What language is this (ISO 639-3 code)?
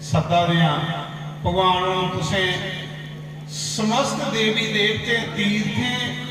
doi